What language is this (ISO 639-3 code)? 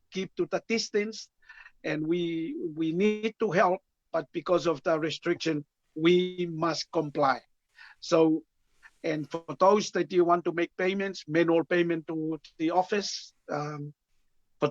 ton